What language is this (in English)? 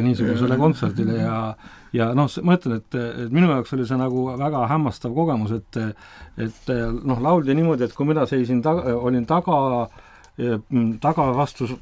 Estonian